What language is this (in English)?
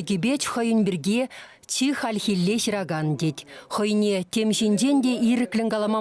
Chuvash